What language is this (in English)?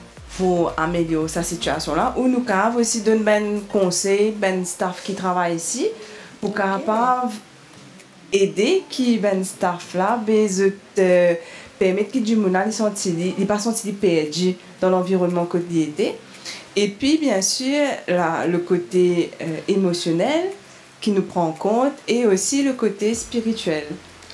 Morisyen